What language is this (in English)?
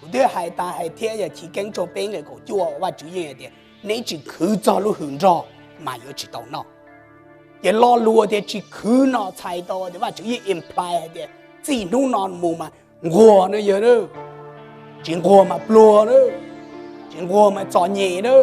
Hmong